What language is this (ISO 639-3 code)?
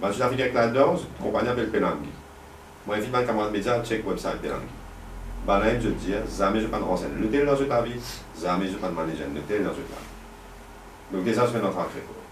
mfe